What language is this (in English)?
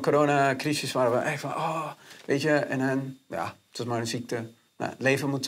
Dutch